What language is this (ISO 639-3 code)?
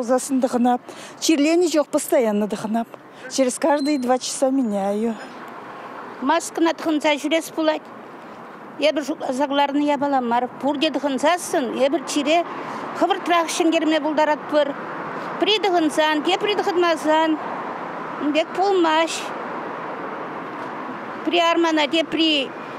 chv